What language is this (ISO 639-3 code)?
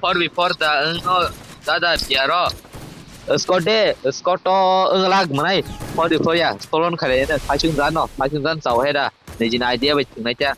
trp